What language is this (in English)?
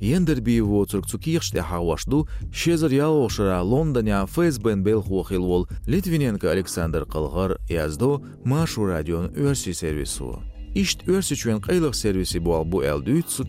Chechen